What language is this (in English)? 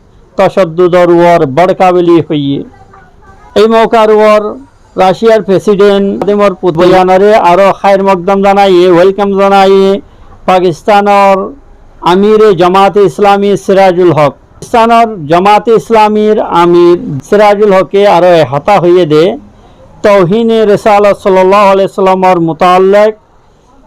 Rohingya